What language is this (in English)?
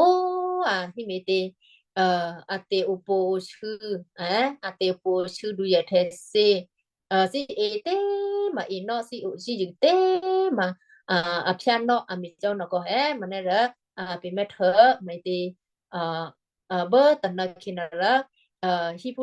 Western Kayah